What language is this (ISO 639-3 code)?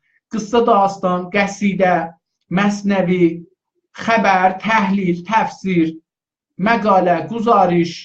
azb